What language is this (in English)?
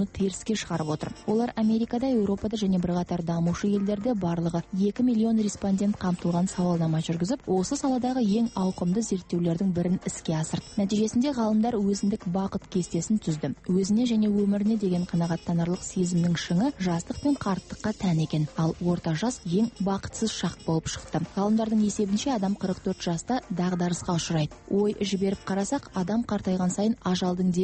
Kazakh